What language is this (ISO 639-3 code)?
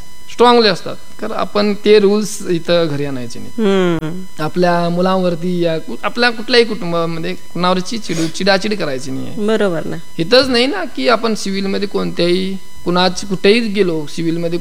mar